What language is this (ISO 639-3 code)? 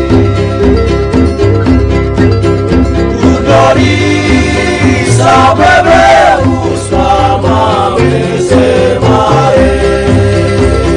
swa